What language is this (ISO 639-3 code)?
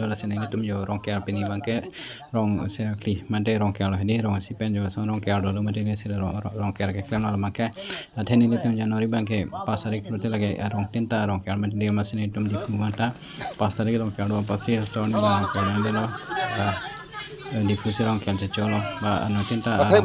mjw